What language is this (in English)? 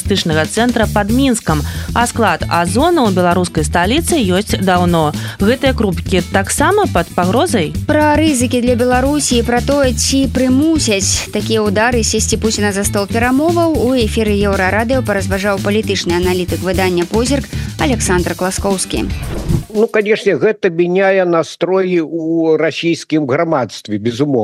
Belarusian